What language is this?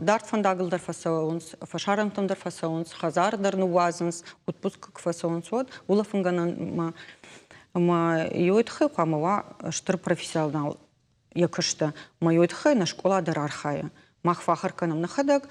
Ossetic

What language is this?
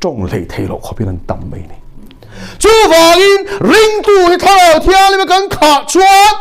Mizo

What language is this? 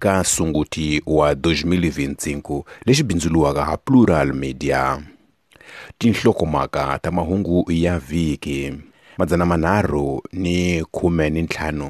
Tsonga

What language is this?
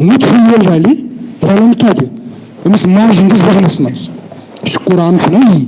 Kashmiri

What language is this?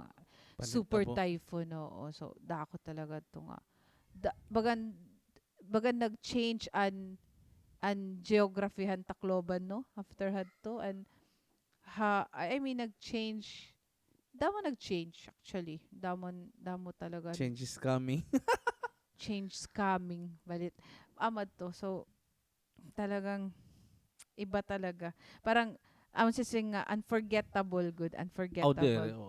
Waray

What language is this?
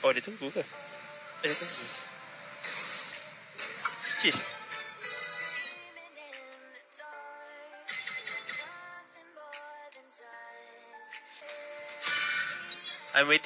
Malay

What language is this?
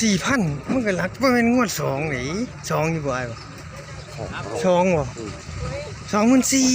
Northeastern Thai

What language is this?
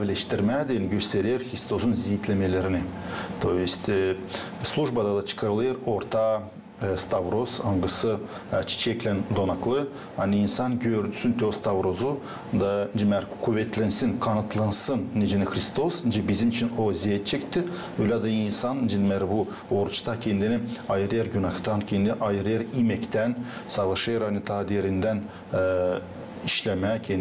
Gagauz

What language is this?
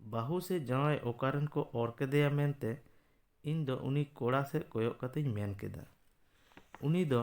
Santali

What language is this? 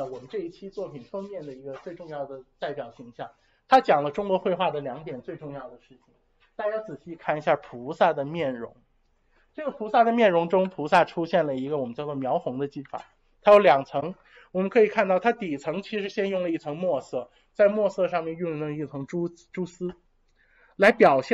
Chinese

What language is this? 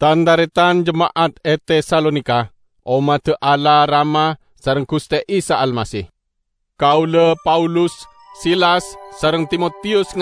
Madurese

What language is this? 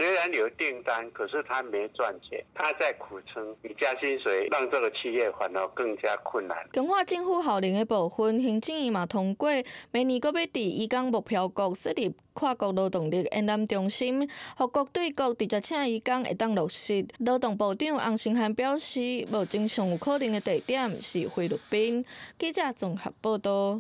Min Nan Chinese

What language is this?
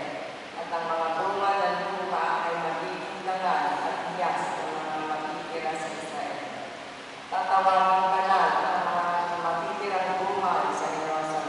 Filipino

